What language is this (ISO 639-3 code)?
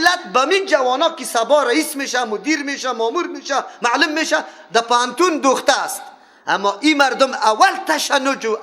fas